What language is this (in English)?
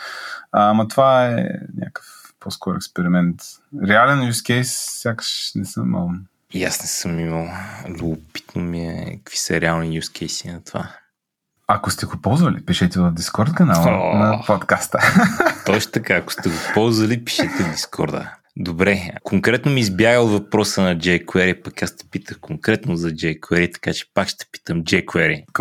Bulgarian